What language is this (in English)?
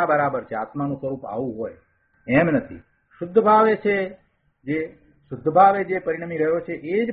Gujarati